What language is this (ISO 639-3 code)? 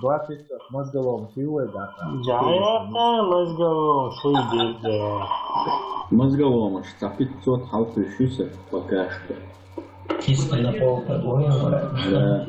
che